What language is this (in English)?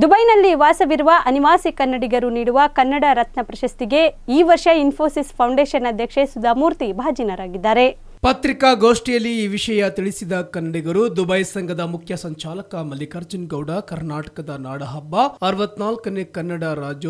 Kannada